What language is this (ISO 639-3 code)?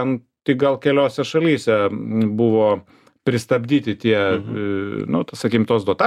lit